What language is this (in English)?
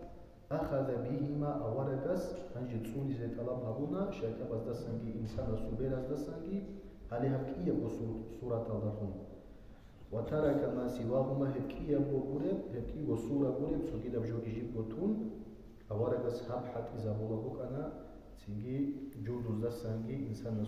Avaric